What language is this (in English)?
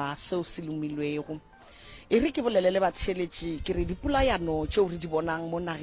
Northern Sotho